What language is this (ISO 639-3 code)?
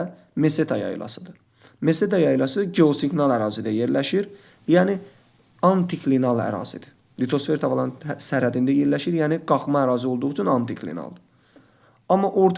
aze